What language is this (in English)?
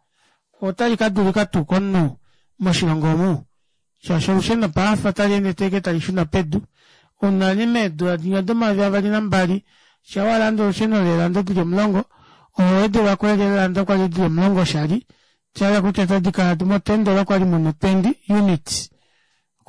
Kuanyama